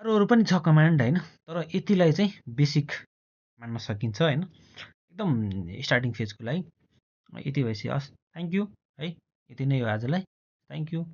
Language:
Nepali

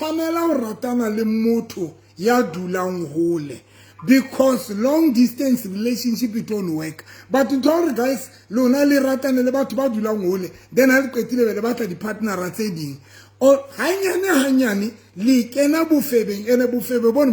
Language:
Southern Sotho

